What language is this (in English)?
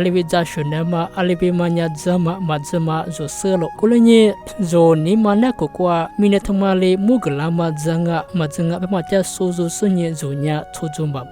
Lisu